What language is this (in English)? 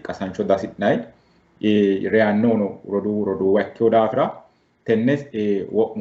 Sidamo